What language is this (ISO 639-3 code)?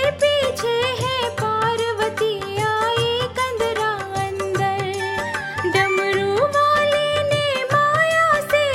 hin